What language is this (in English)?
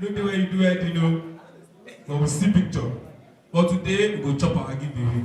Nigerian Pidgin